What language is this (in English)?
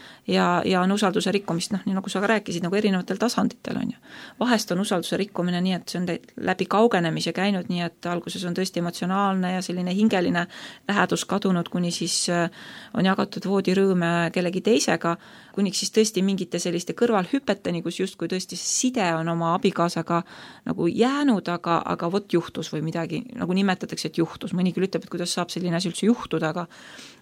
Estonian